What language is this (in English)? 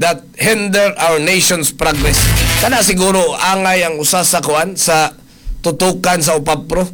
Cebuano